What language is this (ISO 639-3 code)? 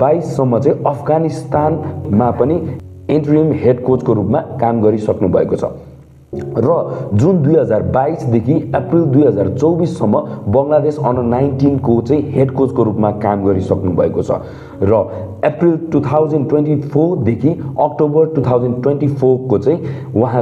nep